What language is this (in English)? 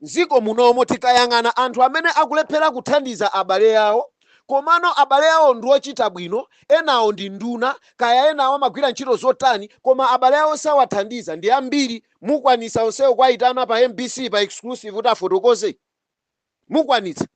Nyanja